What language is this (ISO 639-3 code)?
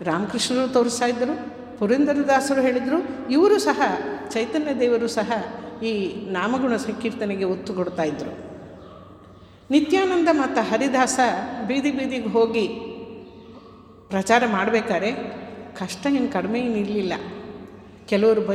kan